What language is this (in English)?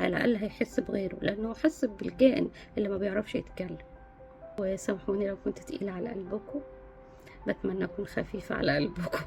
Egyptian Arabic